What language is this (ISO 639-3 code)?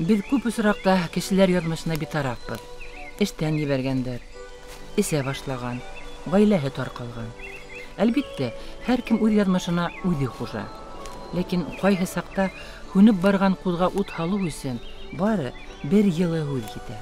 bak